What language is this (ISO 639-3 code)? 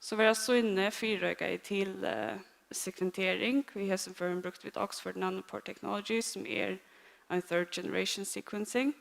fao